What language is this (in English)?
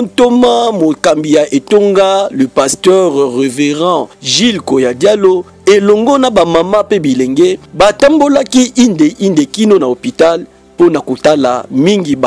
Lingala